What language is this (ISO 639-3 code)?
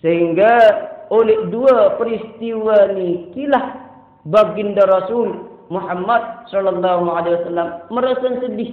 sas